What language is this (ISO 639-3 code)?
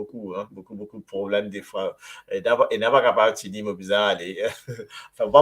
mfe